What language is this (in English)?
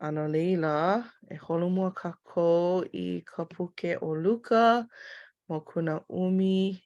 Hawaiian